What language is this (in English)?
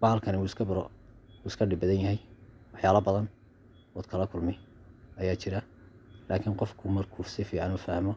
Somali